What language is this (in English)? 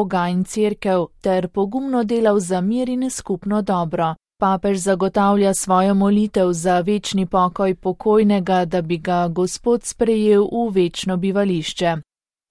Slovenian